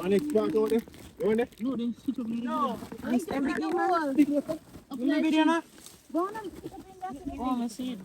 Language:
Jamaican Creole English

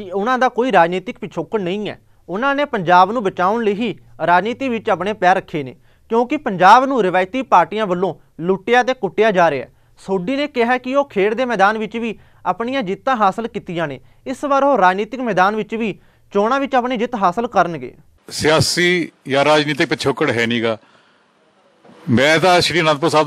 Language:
Punjabi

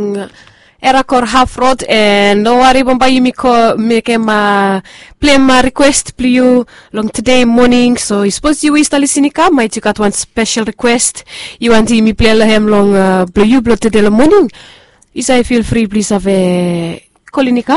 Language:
Bislama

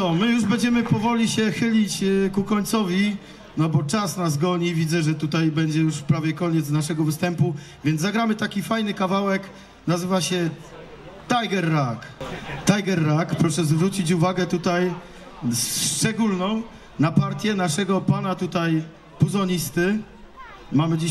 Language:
Polish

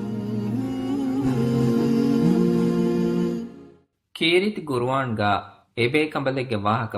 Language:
Divehi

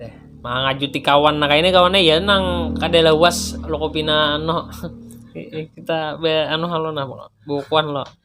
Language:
Banjar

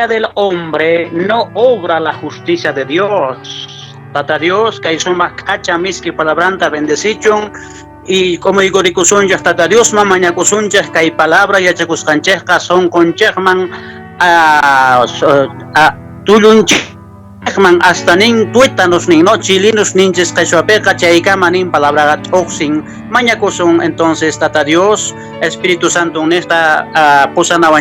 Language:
Quechua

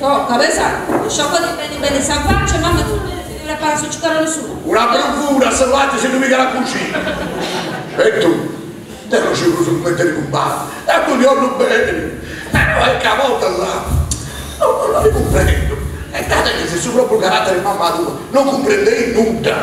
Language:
Sardinian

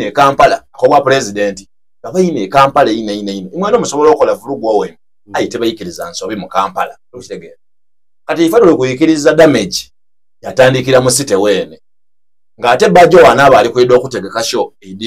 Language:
Soga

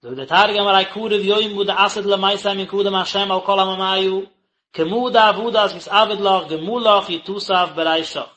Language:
Yiddish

